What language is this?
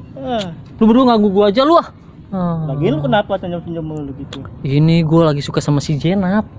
Betawi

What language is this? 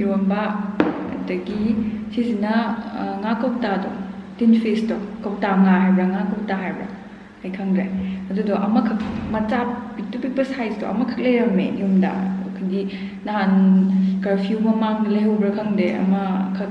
Manipuri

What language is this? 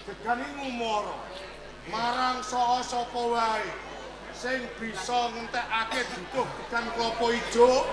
Javanese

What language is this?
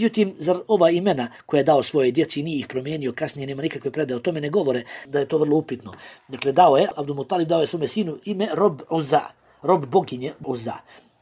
Bosnian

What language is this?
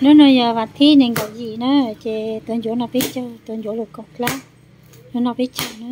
Hmong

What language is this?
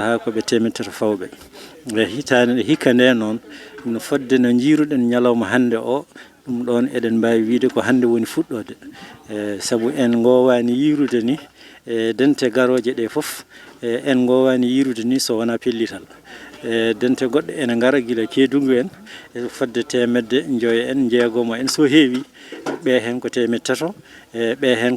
Fula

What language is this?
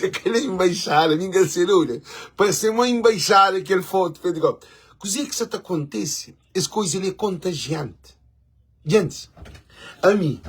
Kabuverdianu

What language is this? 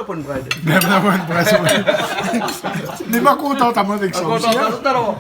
Réunion Creole French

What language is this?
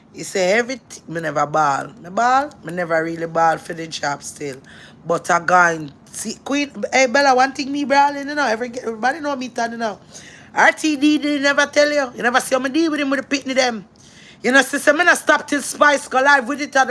Jamaican Creole English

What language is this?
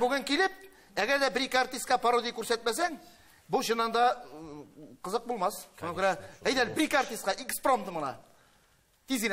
Tatar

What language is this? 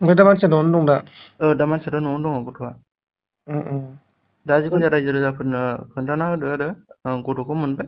Bodo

